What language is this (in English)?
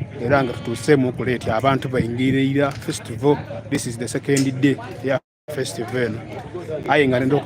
Soga